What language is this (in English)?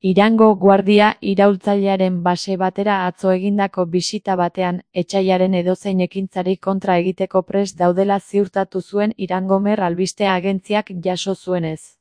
Basque